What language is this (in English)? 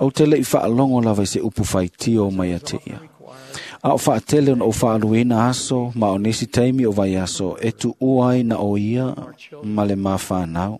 Samoan